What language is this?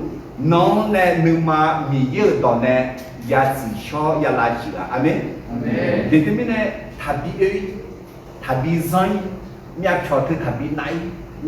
Akha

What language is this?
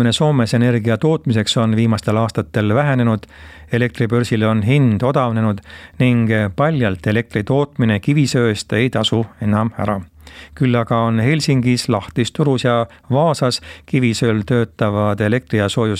Estonian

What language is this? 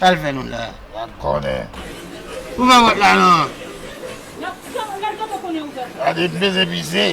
Haitian Creole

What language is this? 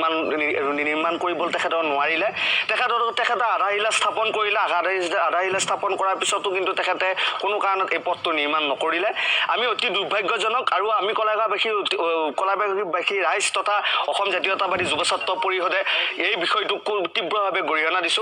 Assamese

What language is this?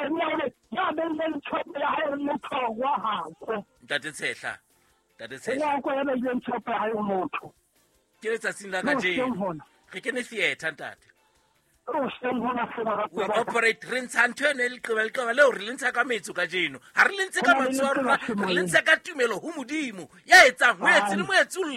Southern Sotho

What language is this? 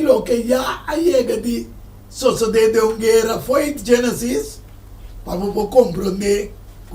Papiamento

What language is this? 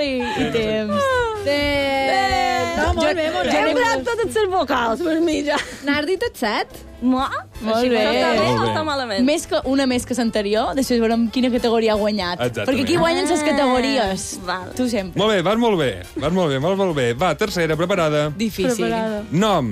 Catalan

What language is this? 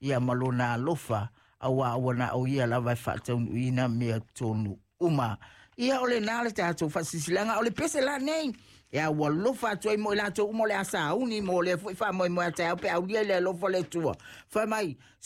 Samoan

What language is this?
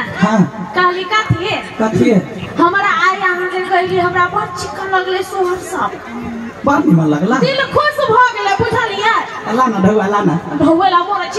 Maithili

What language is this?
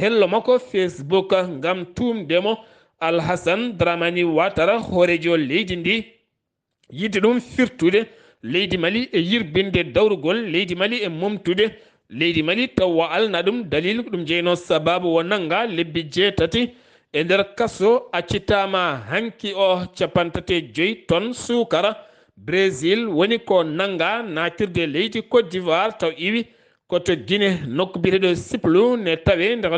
Fula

